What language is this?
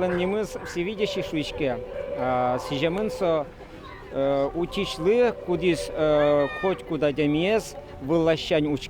Udmurt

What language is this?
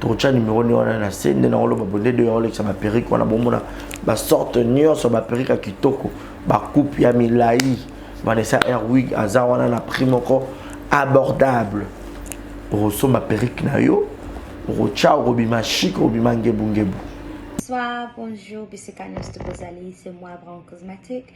Lingala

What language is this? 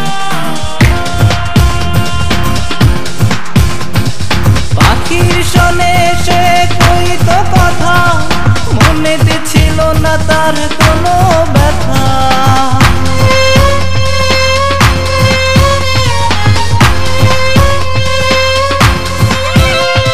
Bangla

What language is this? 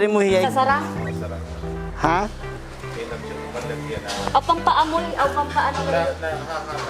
Waray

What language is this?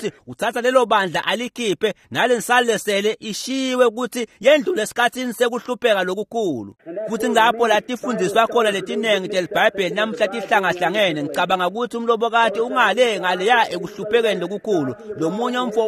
Swati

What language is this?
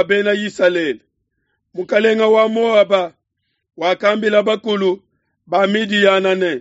Luba-Lulua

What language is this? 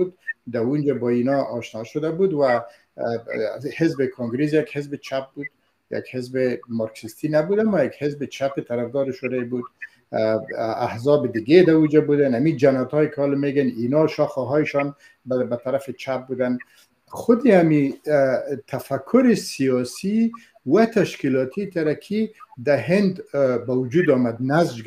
Persian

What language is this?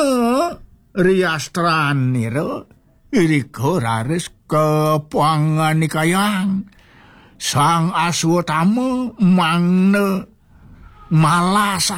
Balinese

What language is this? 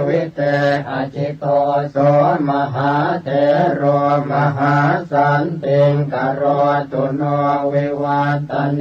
Pali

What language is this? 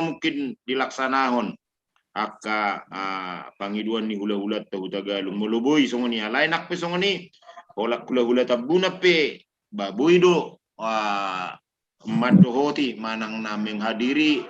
Batak Toba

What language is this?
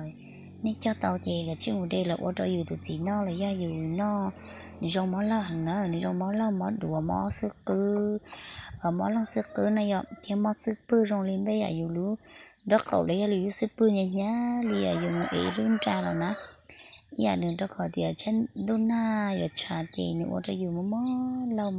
Hmong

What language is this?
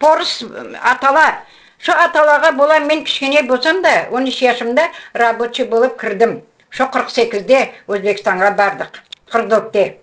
Crimean Tatar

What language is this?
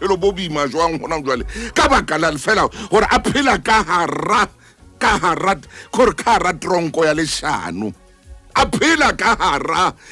Southern Sotho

